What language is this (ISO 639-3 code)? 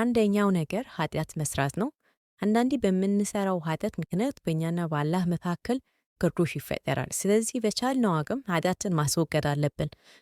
amh